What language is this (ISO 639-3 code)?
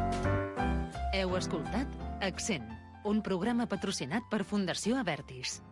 cat